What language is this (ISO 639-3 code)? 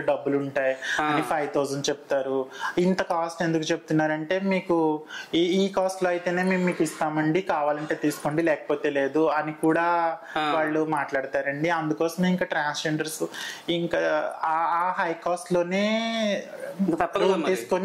tel